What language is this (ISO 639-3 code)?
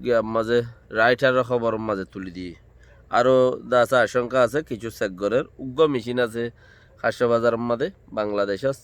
rhg